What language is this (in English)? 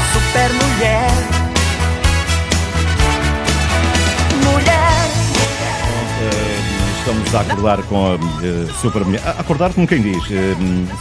Portuguese